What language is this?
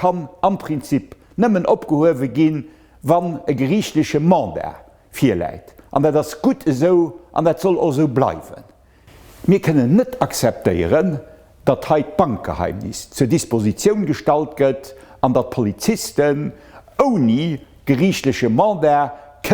Luxembourgish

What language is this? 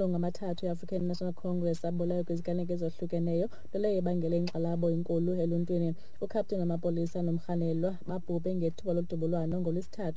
Xhosa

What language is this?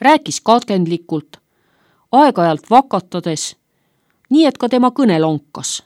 Estonian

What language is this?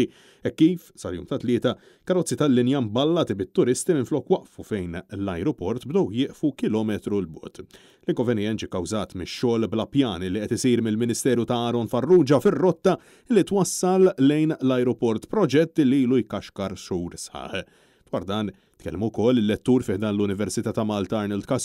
Maltese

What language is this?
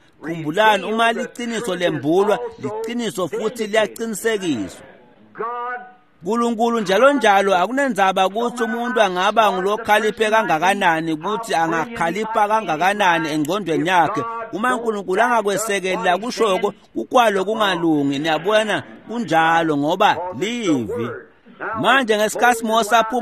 Swati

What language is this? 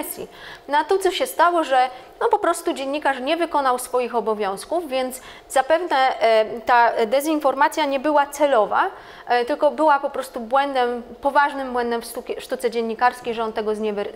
Polish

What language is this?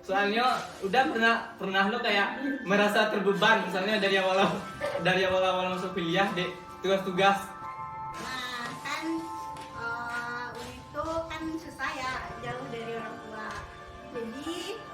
Minangkabau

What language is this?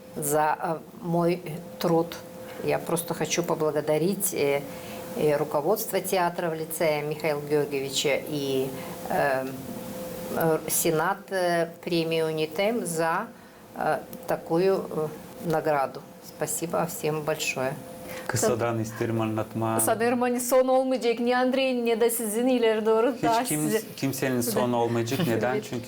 Gagauz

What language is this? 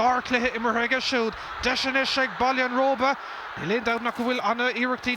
Irish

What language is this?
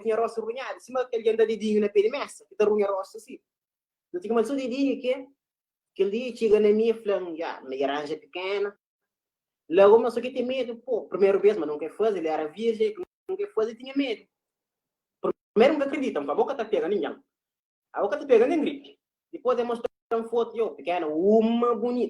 Kabuverdianu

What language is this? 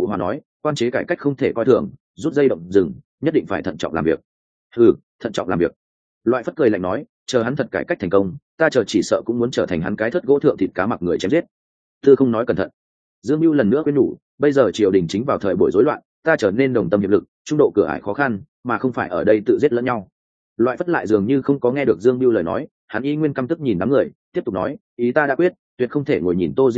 Vietnamese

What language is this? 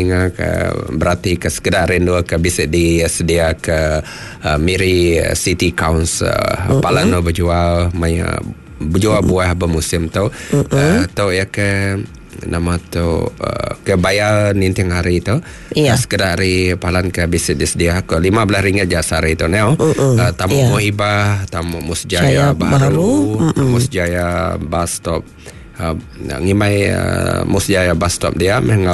Iban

